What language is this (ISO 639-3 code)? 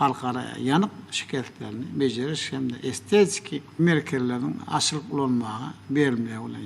tuk